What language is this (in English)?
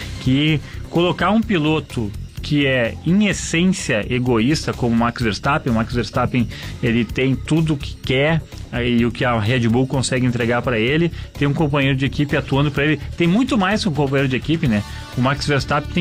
Portuguese